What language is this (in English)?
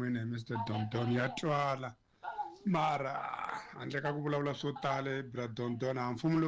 Tsonga